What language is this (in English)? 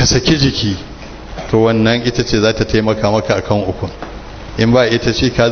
Hausa